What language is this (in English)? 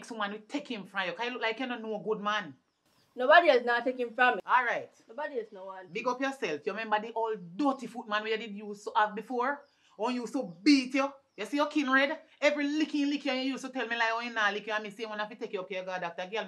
Jamaican Creole English